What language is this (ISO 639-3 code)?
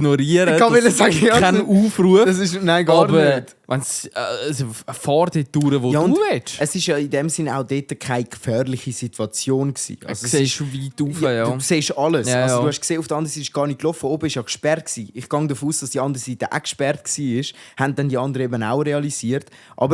gsw